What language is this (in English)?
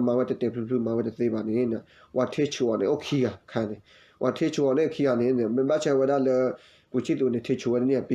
S'gaw Karen